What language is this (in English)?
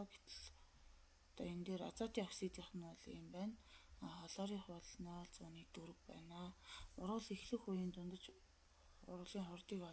Mongolian